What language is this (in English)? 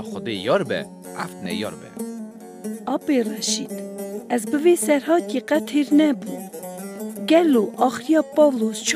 Kurdish